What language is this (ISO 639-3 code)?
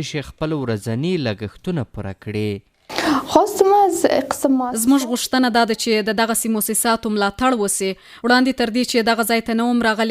pus